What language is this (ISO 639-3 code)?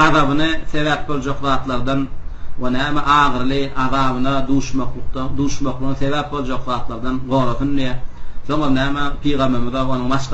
tuk